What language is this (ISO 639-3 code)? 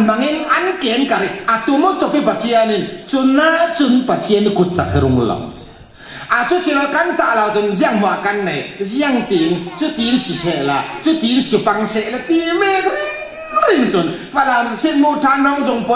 cfm